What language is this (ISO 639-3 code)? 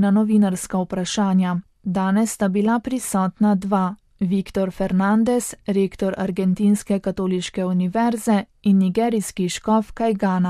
slv